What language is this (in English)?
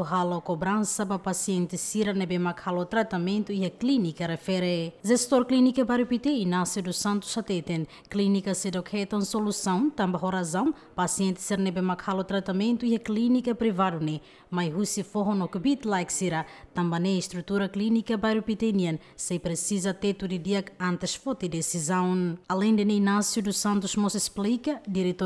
Tetum